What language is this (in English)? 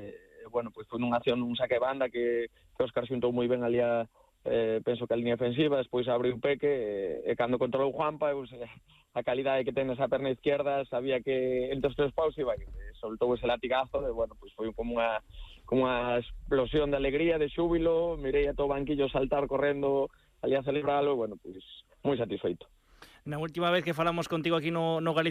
Galician